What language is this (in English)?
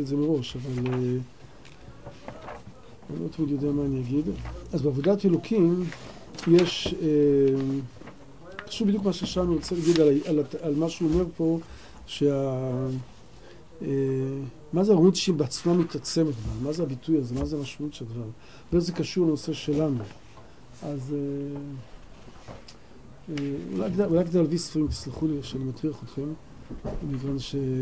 Hebrew